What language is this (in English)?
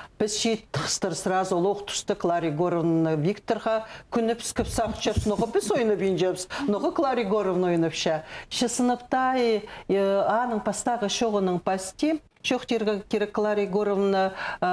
Khakas